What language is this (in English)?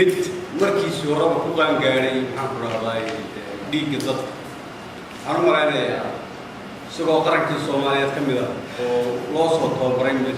Somali